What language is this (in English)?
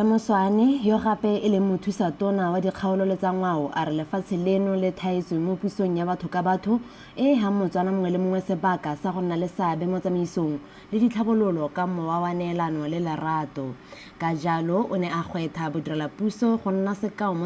Tswana